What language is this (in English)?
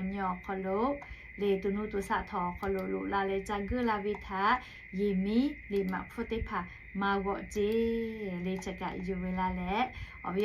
Lahu